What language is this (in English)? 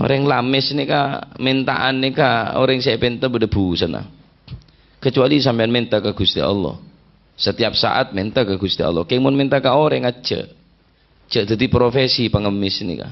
Madurese